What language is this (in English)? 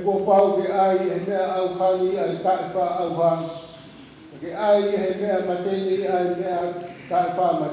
Tongan